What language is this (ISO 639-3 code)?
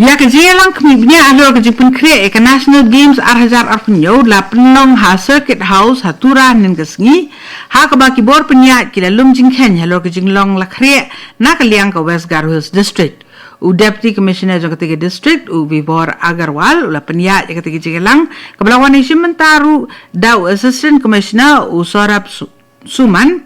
kha